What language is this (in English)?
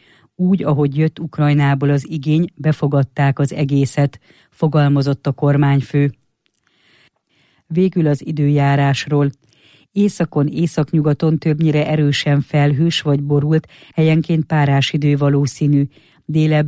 Hungarian